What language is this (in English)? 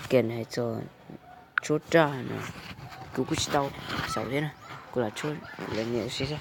Hmong